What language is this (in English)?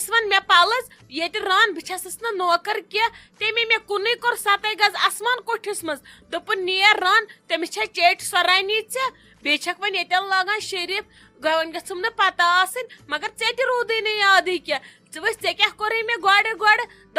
Kashmiri